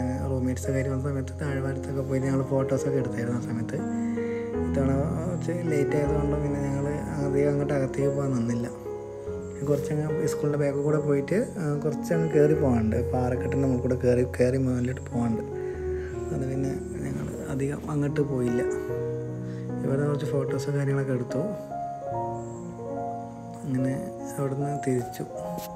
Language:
Malayalam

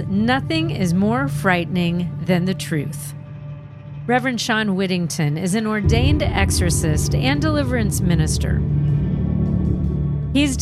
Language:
English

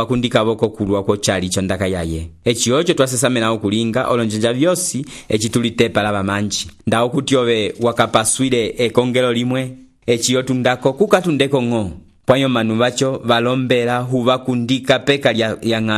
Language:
Umbundu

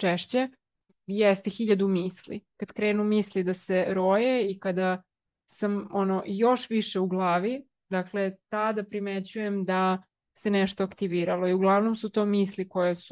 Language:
Serbian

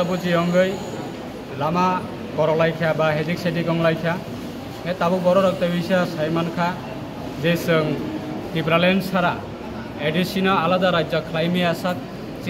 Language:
Kok Borok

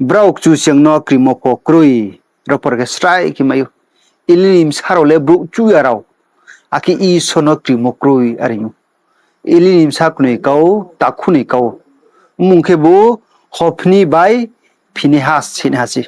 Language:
Riang (India)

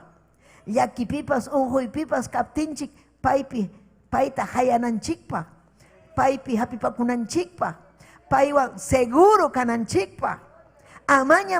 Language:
Ayacucho Quechua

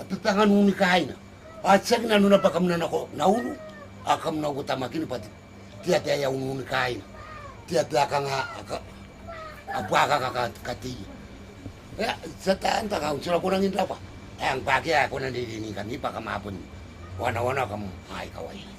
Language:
Gilbertese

